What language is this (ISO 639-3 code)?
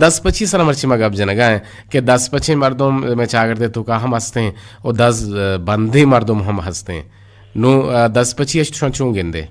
bgp